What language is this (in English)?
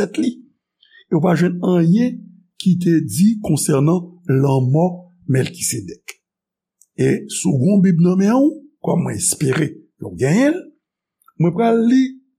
Haitian Creole